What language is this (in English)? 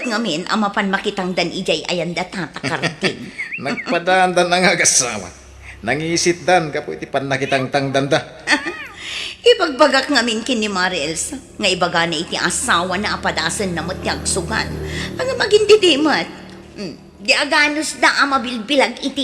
Iloko